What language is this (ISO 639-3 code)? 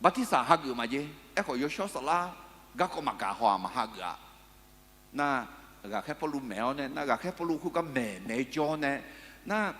ahk